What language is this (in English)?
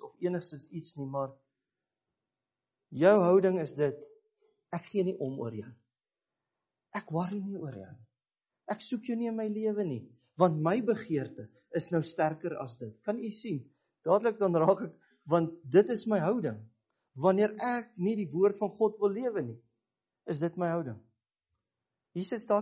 Afrikaans